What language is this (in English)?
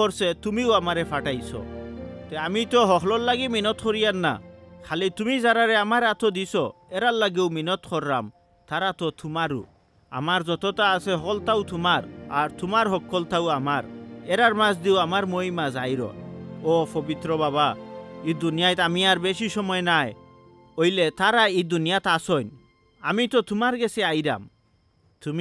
Sylheti